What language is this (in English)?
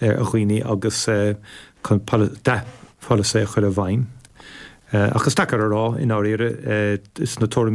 Irish